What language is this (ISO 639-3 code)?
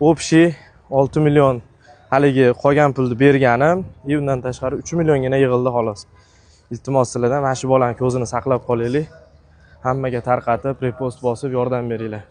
uzb